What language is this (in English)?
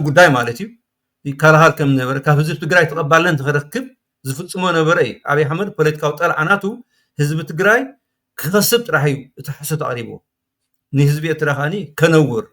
Tigrinya